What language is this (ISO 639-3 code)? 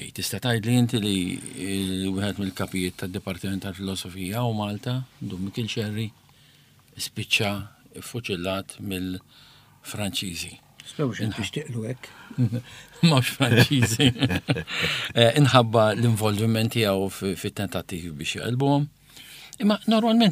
mlt